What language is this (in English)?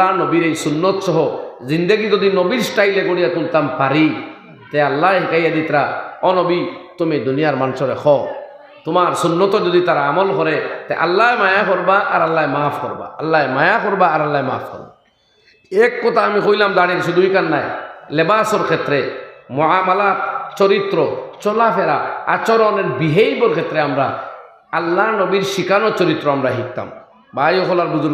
Sylheti